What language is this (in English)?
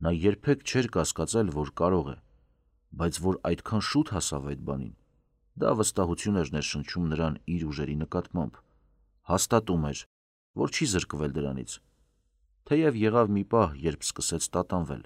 Armenian